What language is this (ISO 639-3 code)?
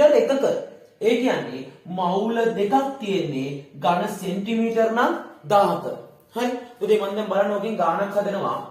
sin